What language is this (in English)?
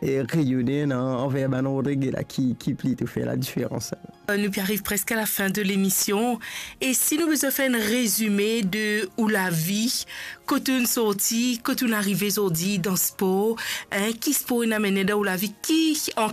Morisyen